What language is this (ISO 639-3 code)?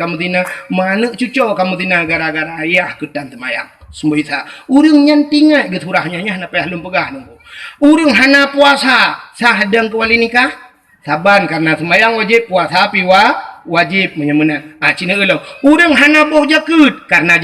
ace